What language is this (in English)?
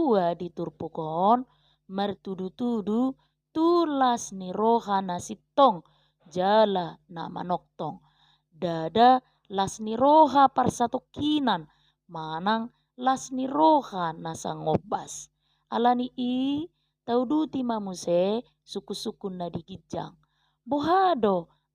Batak Toba